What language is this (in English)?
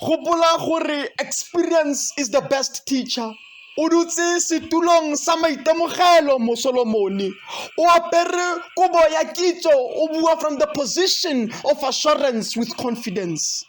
Tswana